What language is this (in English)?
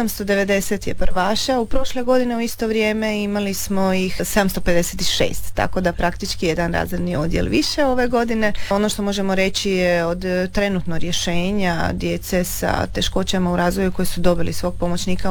Croatian